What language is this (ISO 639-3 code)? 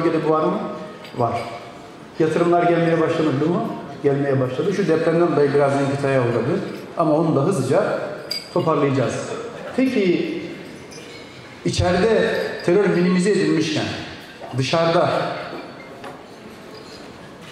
tur